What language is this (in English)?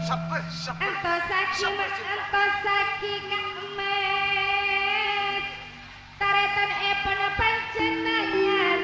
Madurese